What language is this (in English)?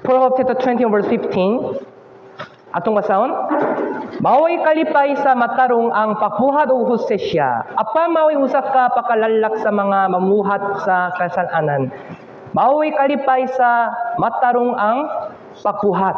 Cebuano